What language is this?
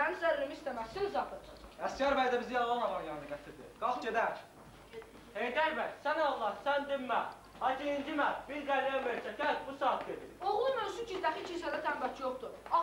Azerbaijani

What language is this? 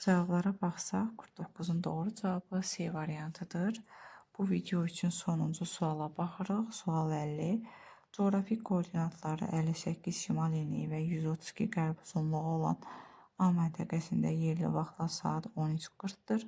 Azerbaijani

